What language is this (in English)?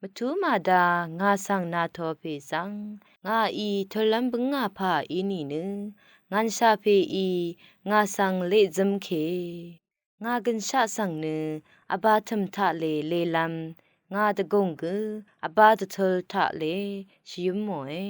Rawang